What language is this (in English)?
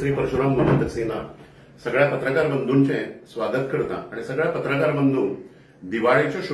Konkani